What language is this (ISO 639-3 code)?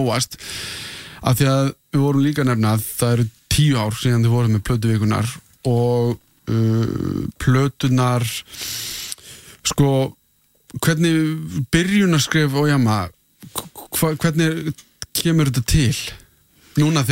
isl